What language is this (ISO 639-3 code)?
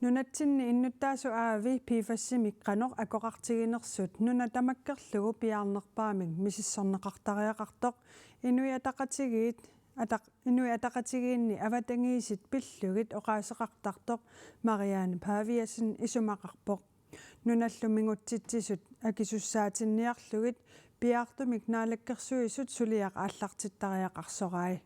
kal